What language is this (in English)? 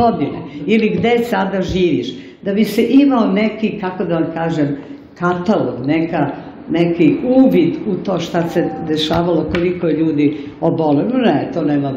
Serbian